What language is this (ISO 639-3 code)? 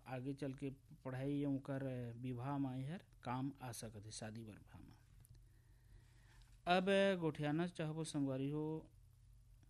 hne